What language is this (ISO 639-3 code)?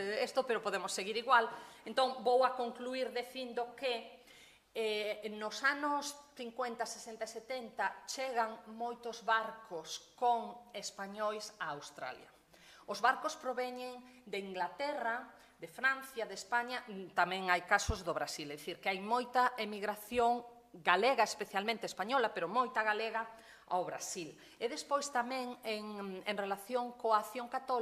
glg